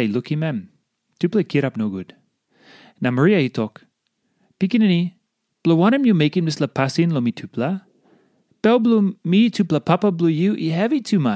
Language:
Tok Pisin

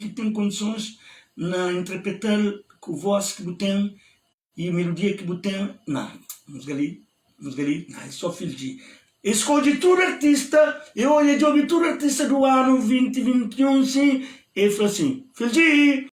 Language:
Kabuverdianu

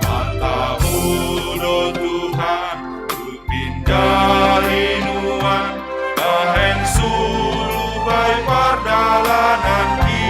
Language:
Batak Simalungun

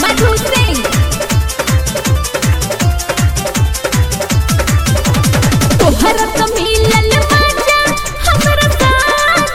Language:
Bhojpuri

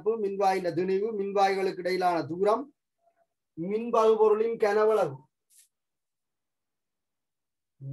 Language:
Tamil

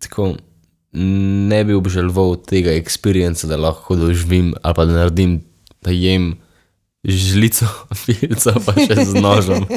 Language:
Slovenian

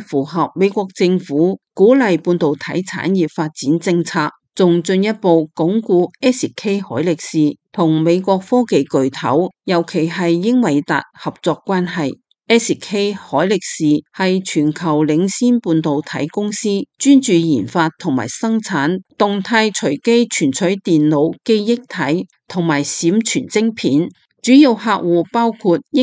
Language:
Cantonese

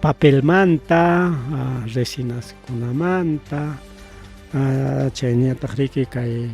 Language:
Ayacucho Quechua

